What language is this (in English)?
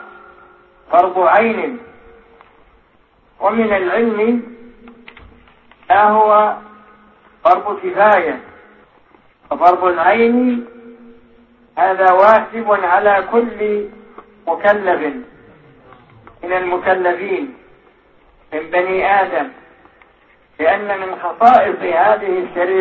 Arabic